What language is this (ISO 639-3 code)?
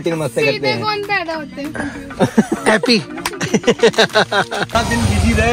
hin